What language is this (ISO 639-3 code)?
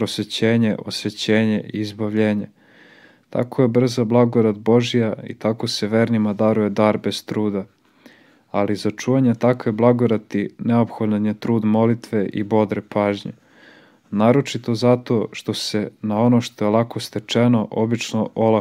srp